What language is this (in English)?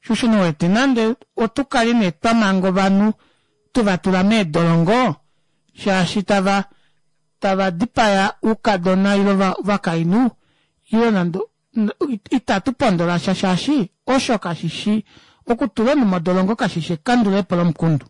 Kuanyama